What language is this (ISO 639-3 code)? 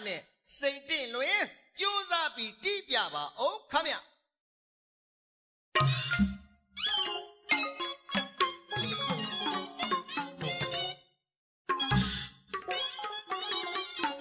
mya